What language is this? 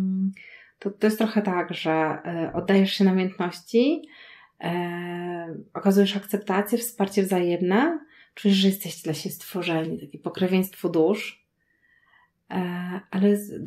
Polish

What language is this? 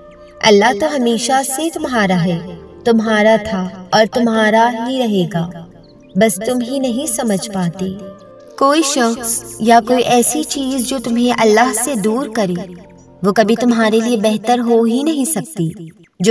Urdu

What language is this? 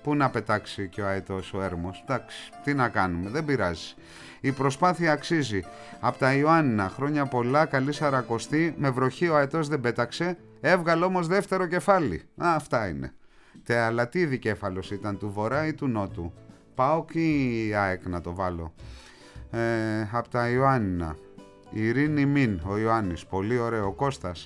Greek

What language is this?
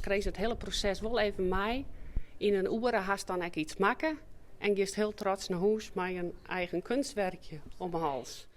Western Frisian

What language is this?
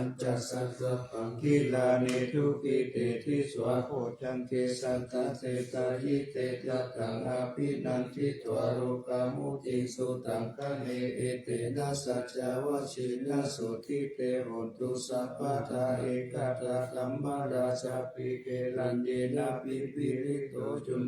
Pali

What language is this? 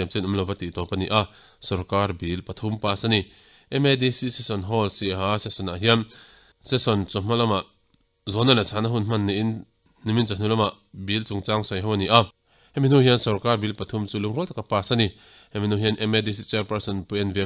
Mizo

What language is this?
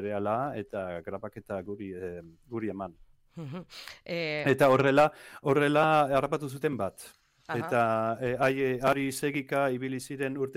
Basque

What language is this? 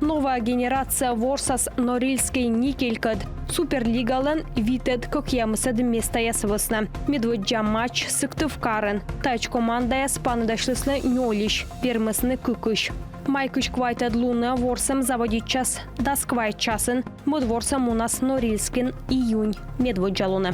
Komi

